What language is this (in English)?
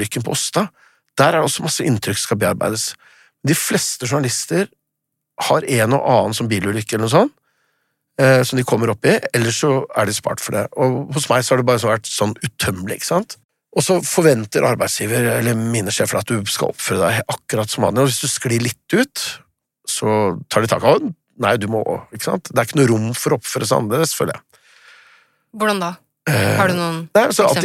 Norwegian